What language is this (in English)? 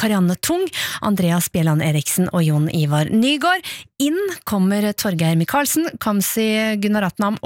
Norwegian